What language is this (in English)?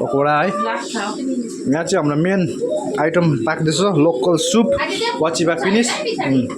Nepali